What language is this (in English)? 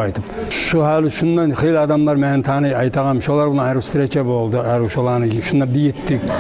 Kumyk